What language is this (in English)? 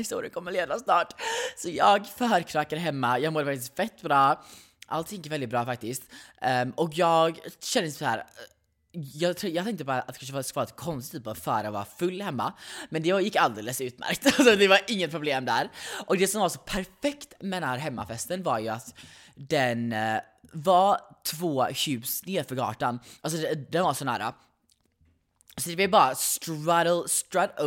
Swedish